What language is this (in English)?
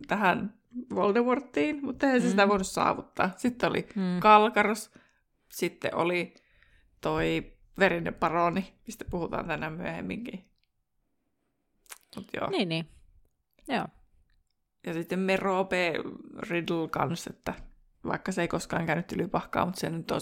Finnish